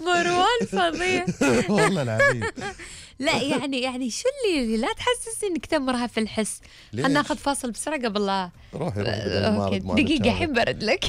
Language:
Gulf Arabic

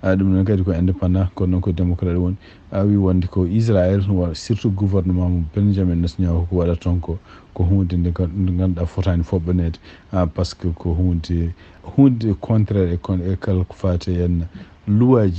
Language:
Fula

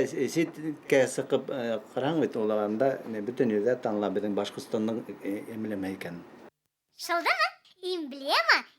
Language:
Bashkir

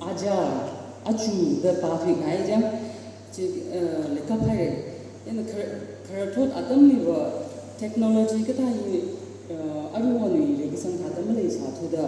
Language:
Tangkhul Naga (India)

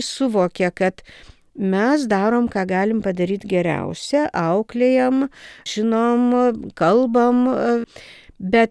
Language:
Lithuanian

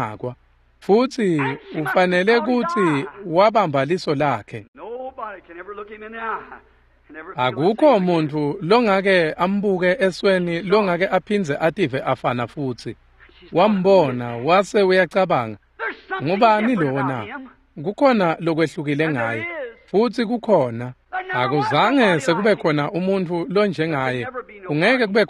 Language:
Swati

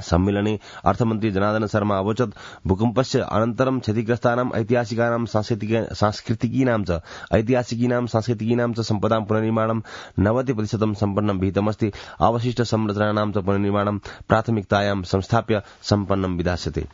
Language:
Sanskrit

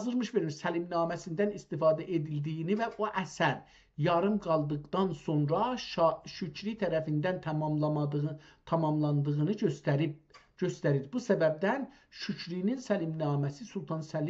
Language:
South Azerbaijani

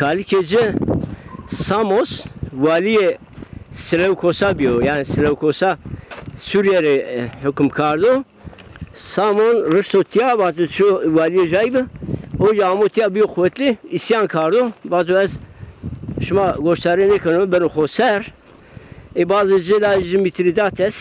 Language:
Zaza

